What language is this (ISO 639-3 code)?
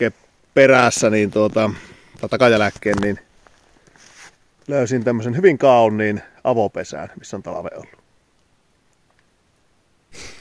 fin